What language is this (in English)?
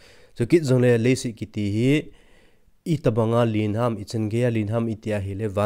Thado Chin